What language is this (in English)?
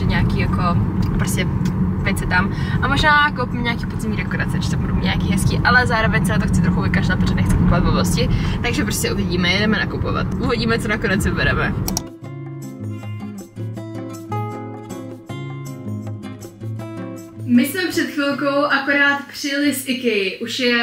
Czech